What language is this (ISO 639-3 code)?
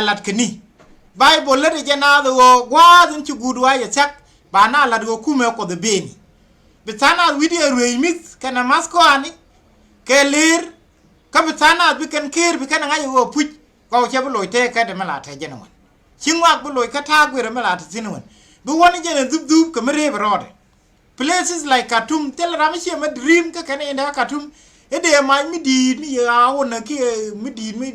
nus